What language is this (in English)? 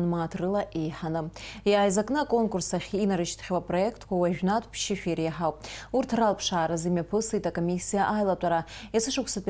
Abkhazian